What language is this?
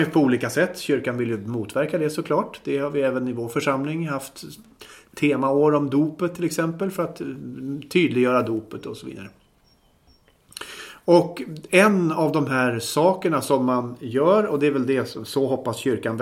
Swedish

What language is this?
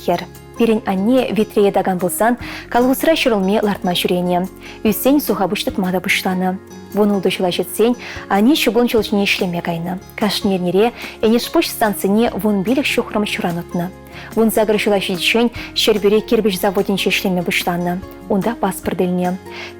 Chuvash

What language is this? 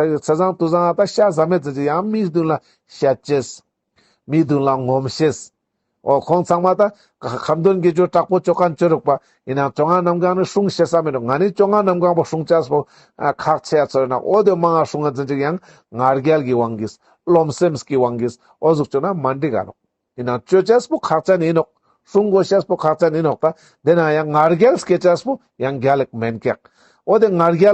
Ladakhi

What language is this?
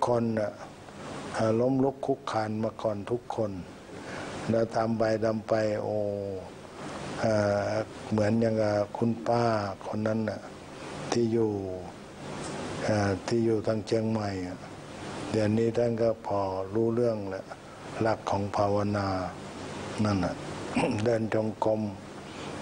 Thai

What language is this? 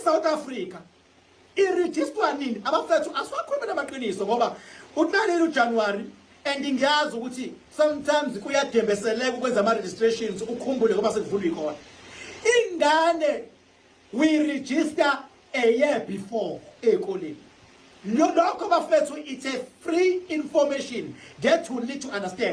Zulu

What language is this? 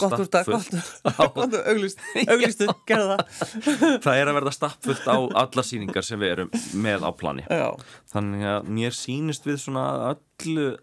Icelandic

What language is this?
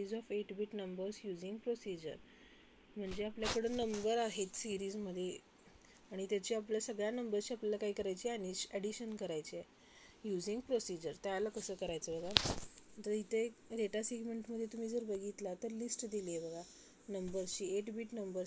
Marathi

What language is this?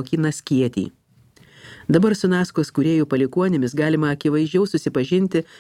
Lithuanian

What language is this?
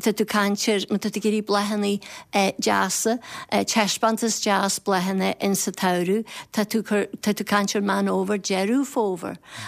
Irish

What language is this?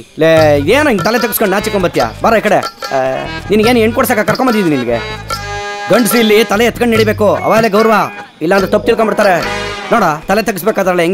Kannada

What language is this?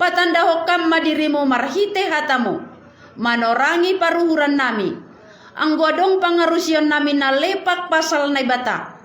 Batak Simalungun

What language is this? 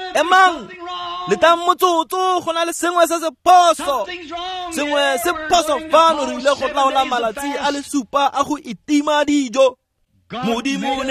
Tswana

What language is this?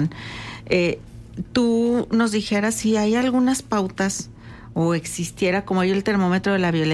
Spanish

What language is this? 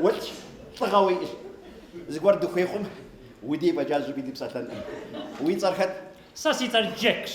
Kabardian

